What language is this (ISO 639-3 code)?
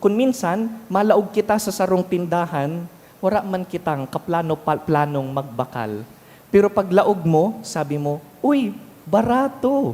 bik